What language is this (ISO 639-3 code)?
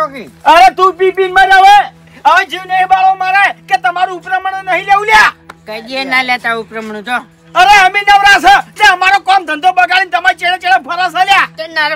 guj